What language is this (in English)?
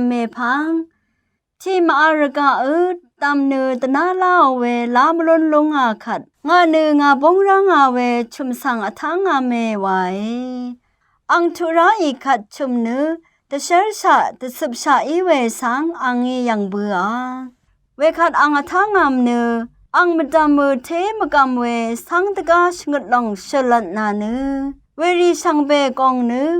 Rawang